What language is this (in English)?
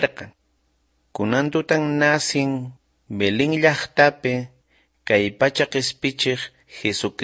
South Bolivian Quechua